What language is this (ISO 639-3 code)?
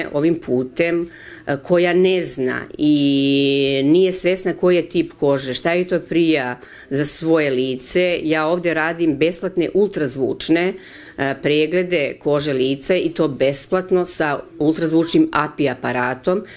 srp